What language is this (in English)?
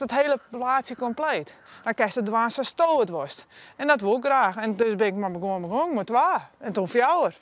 Western Frisian